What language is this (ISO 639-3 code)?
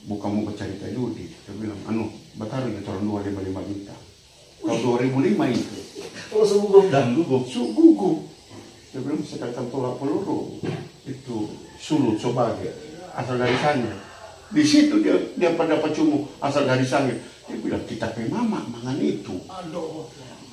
xmm